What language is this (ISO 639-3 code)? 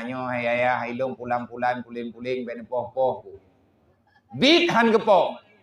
ace